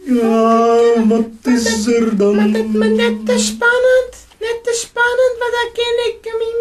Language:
Western Frisian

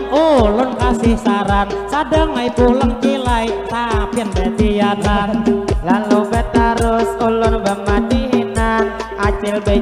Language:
Banjar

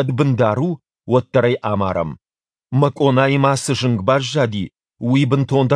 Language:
Ossetic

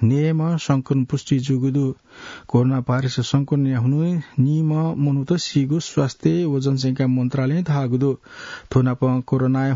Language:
Newari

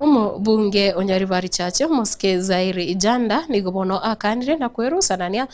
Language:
Gusii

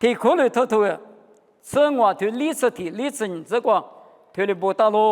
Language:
Lisu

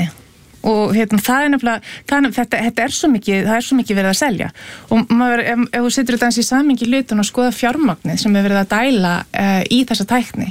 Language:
Icelandic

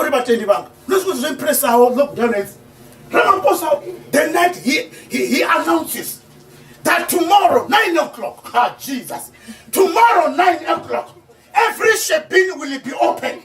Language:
Venda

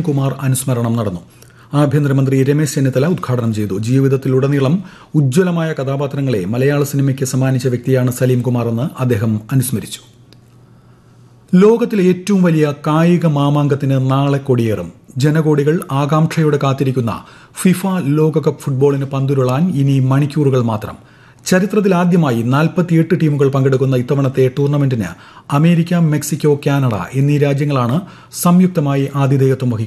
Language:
Malayalam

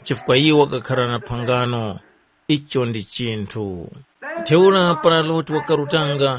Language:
Tumbuka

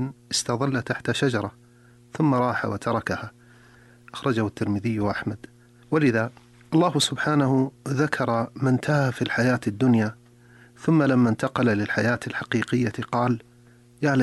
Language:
Arabic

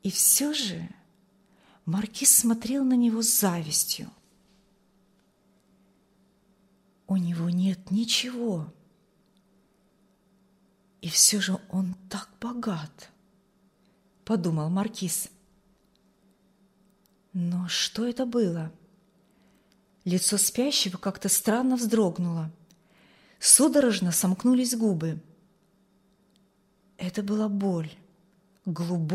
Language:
Russian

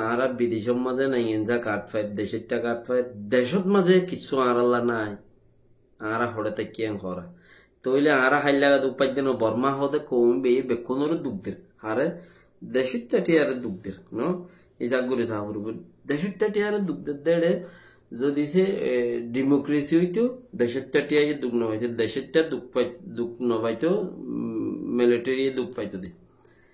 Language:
Rohingya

